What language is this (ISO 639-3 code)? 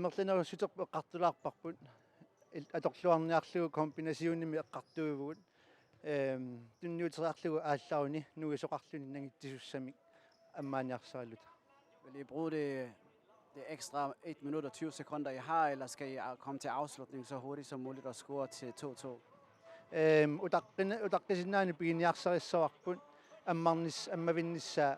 kal